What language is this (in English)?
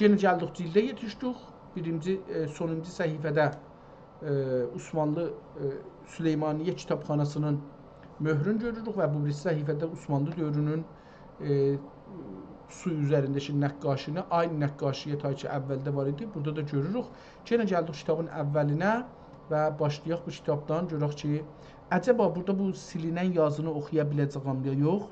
South Azerbaijani